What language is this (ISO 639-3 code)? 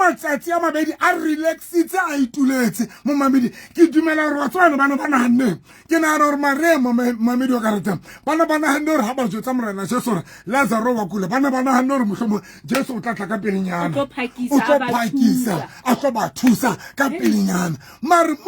sot